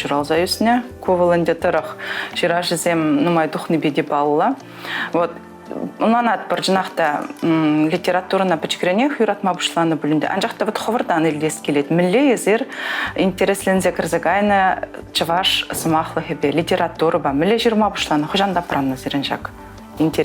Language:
Chuvash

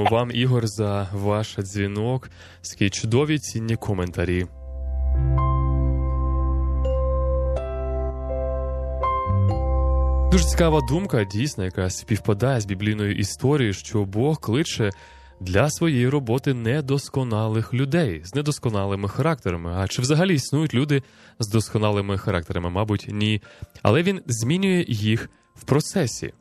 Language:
Ukrainian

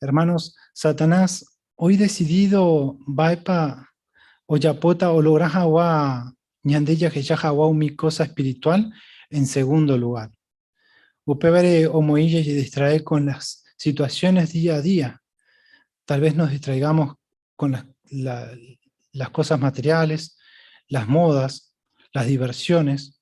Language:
Guarani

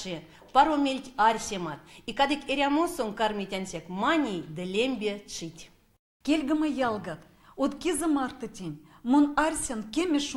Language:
Erzya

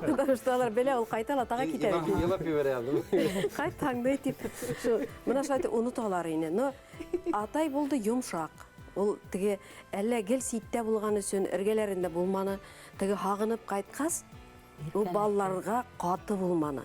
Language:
Bashkir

